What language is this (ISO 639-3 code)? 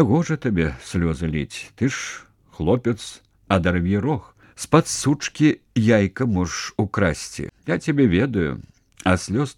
bel